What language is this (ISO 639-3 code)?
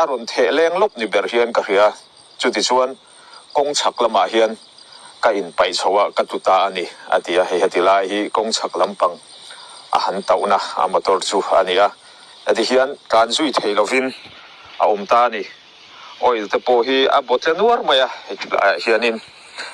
lus